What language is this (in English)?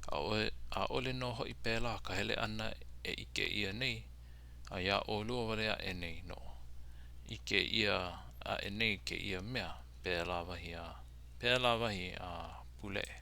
Hawaiian